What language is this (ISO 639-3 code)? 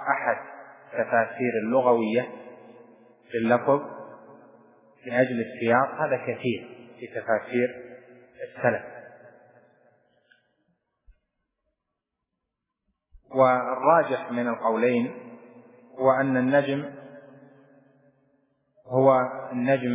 ara